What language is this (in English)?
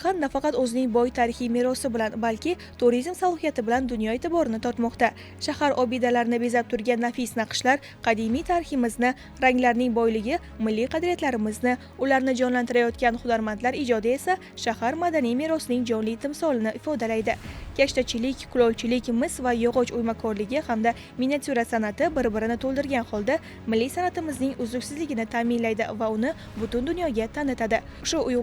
Uzbek